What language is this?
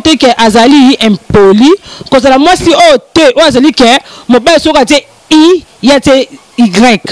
Lingala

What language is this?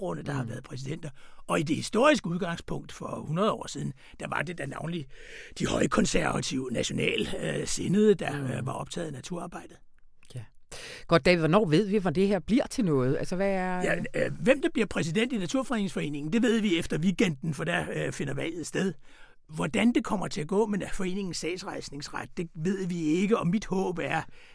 Danish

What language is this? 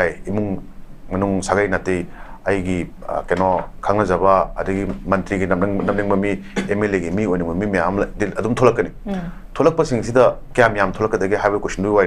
Manipuri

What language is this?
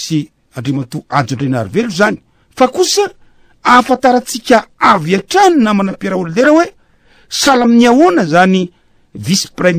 Malagasy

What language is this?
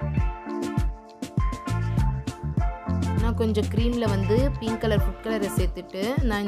Tamil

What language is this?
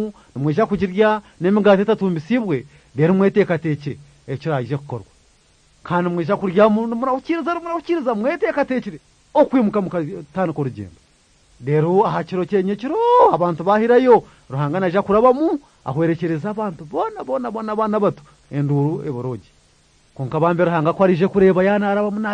Kinyarwanda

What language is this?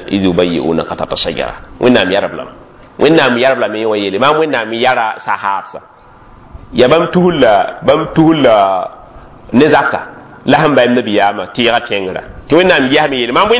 Mossi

